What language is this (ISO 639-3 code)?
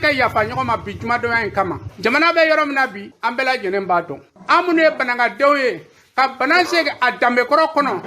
bam